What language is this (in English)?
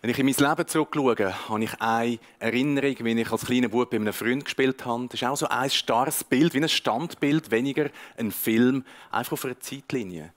Swiss German